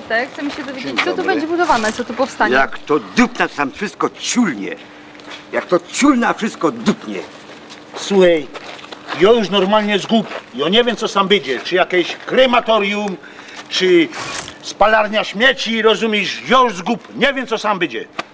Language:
Silesian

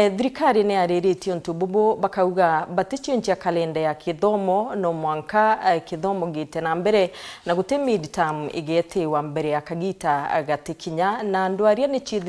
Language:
Meru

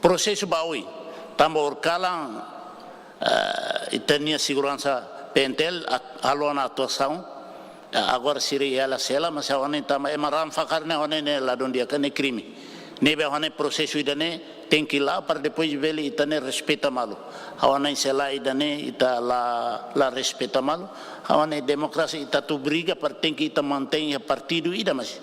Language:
Tetum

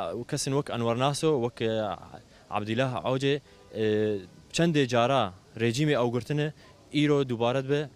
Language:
Kurdish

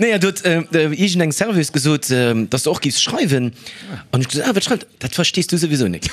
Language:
Luxembourgish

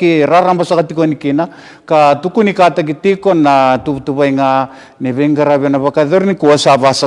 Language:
Fijian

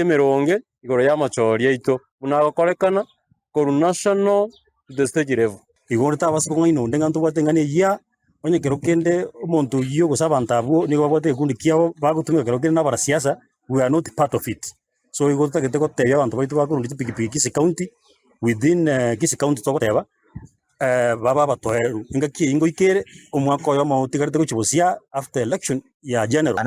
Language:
Gusii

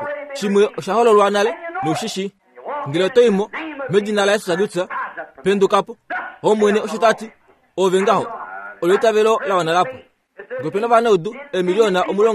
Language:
Kuanyama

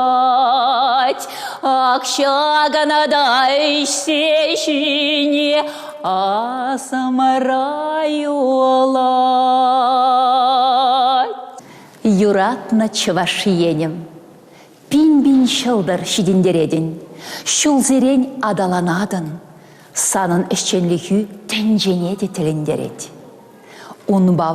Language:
Chuvash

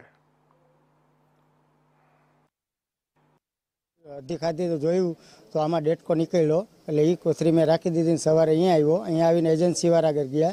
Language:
Gujarati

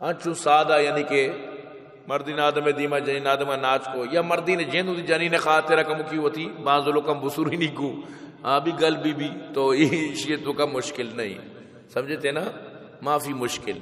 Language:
Eastern Balochi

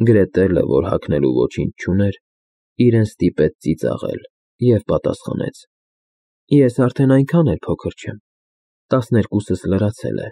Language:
Armenian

